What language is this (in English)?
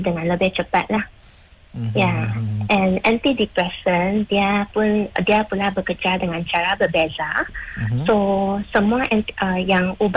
Malay